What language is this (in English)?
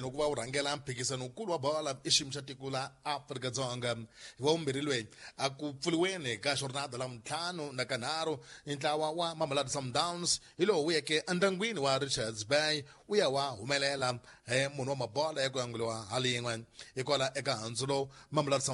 Tsonga